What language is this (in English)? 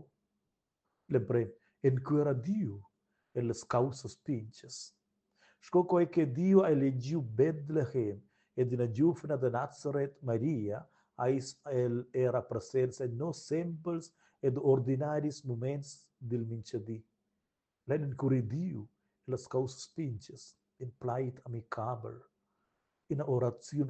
Romansh